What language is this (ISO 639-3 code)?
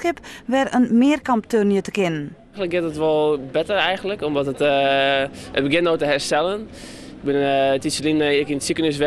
fry